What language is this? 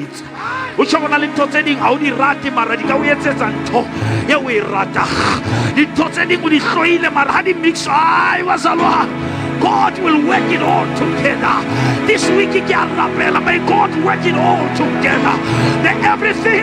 Southern Sotho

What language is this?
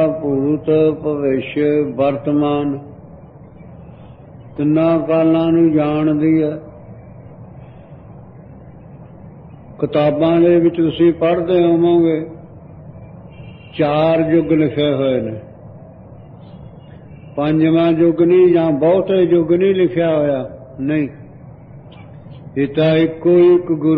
Punjabi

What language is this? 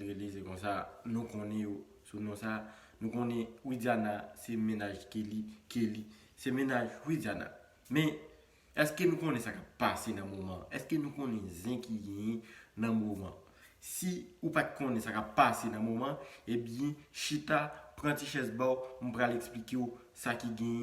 Haitian Creole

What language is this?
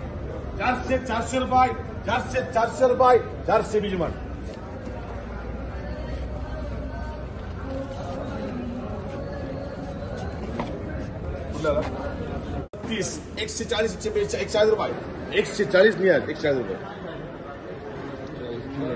Marathi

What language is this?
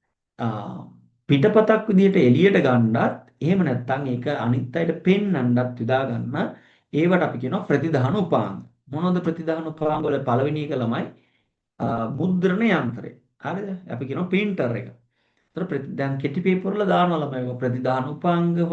Sinhala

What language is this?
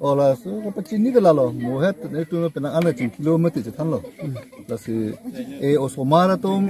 Karbi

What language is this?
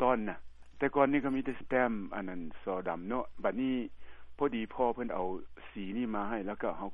Lao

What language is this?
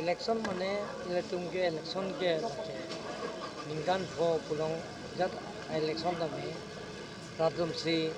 Karbi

